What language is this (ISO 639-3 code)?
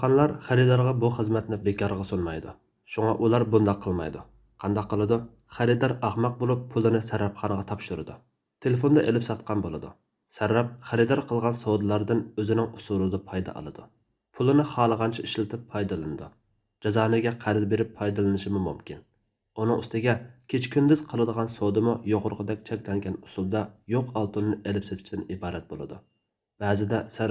uig